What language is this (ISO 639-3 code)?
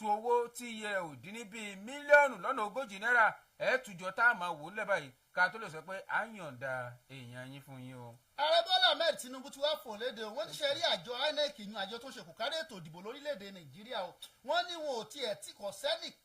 yor